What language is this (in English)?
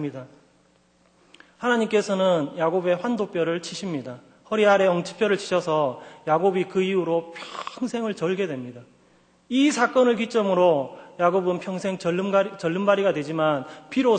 Korean